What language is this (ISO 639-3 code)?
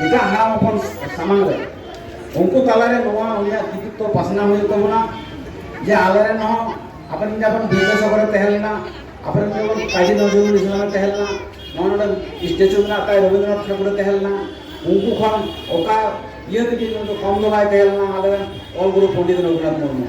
sat